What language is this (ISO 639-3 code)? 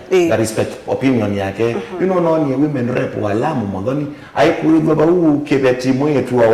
kam